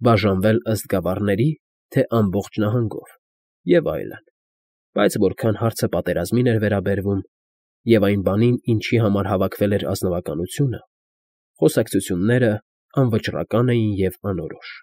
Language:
Armenian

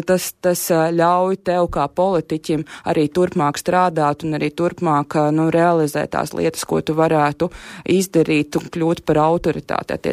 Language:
Latvian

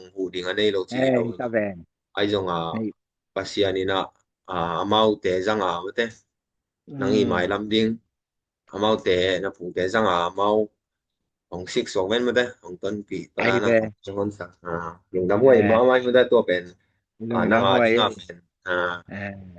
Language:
Tedim Chin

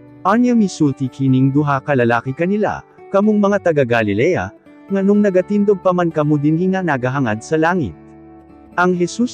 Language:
Cebuano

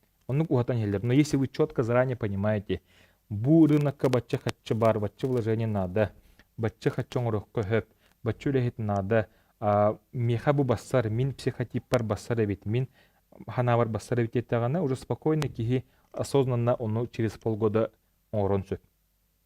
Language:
Yakut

